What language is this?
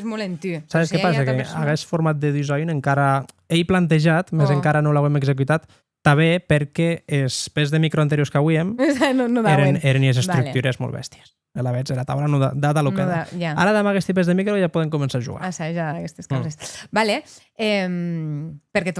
Occitan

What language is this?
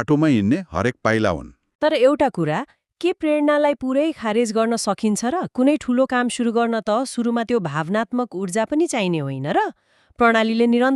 Nepali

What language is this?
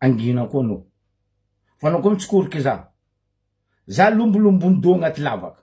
Malagasy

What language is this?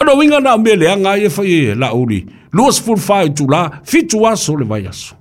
Samoan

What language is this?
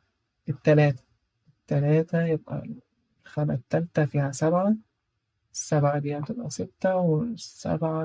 Egyptian Arabic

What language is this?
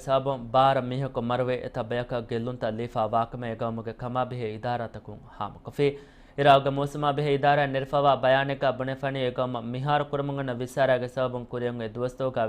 Divehi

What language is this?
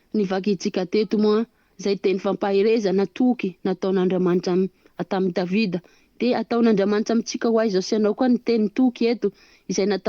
Malagasy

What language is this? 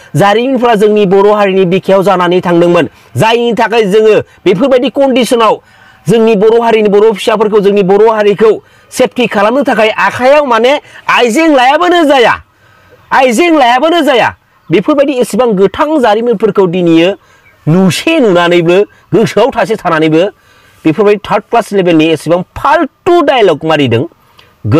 Bodo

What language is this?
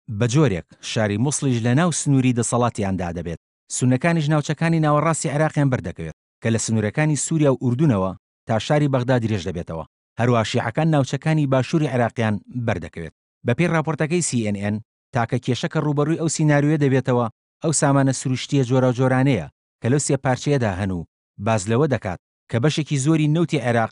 Central Kurdish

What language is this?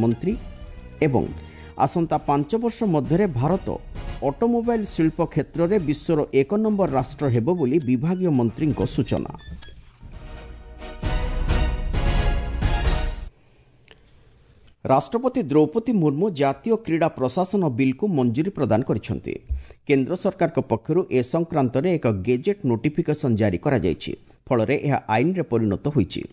Odia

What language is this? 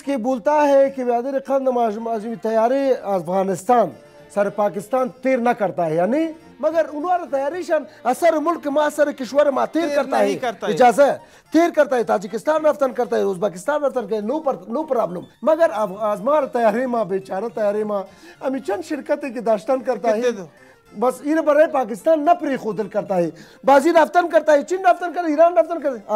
Persian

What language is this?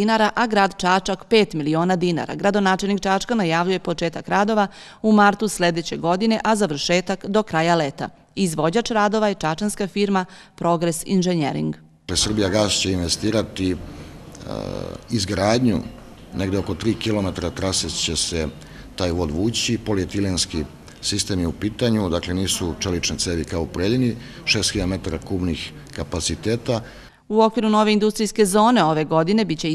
Serbian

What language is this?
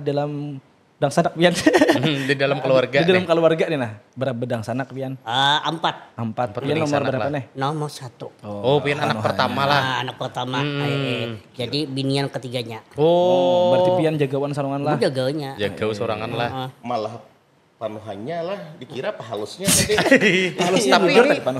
Banjar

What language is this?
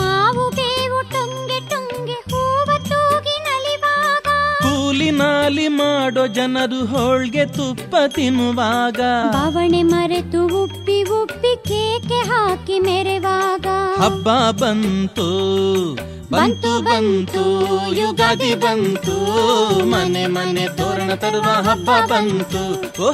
Kannada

